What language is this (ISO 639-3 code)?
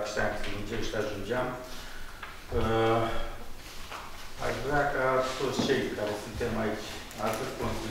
ron